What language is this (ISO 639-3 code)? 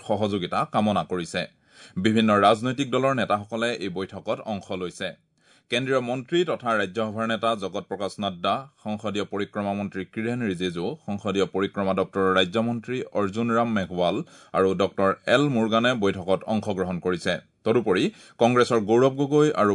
asm